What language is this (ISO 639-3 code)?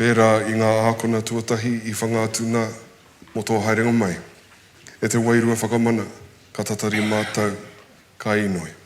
mri